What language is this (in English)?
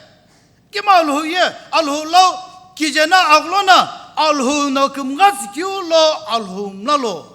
Sumi Naga